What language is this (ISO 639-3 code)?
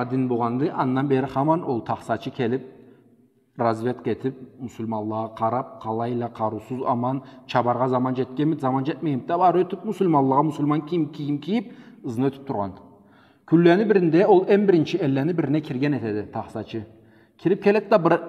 krc